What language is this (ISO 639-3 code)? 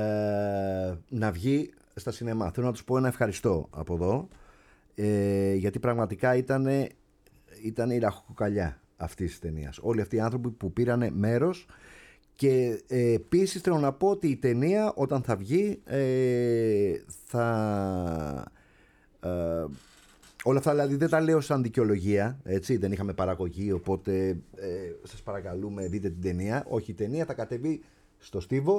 ell